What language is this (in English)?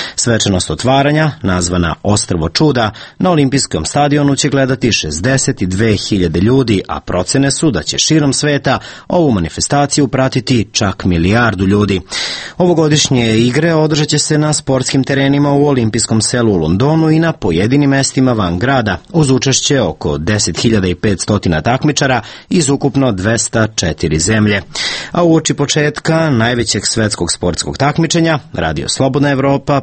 Serbian